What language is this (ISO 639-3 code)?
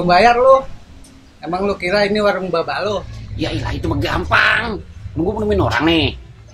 bew